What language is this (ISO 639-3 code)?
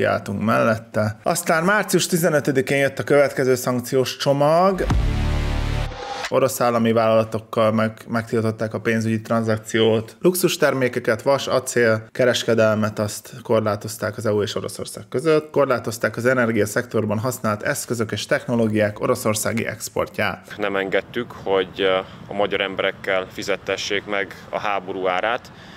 hun